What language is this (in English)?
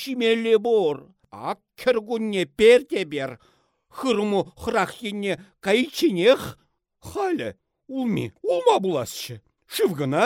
Chuvash